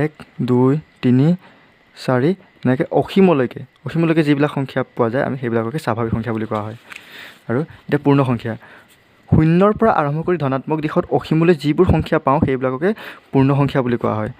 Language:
Assamese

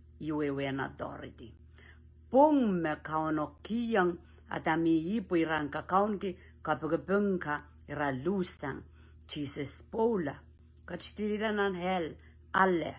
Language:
Pohnpeian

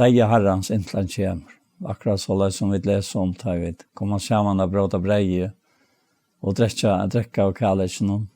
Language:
Faroese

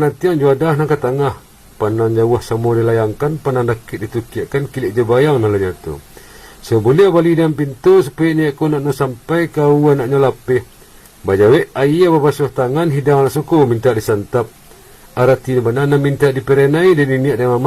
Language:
Minangkabau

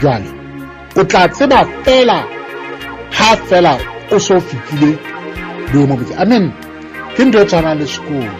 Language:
Southern Sotho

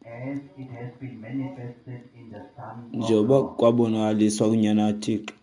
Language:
Xhosa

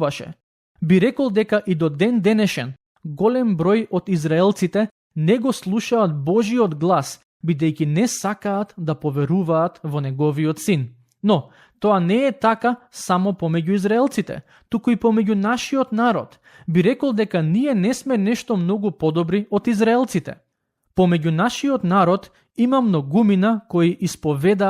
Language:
Macedonian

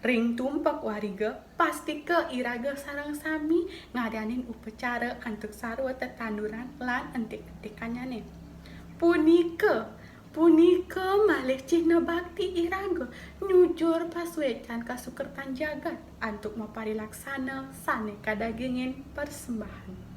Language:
Balinese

